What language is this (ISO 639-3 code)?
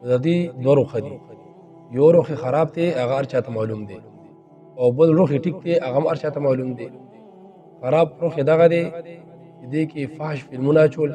pus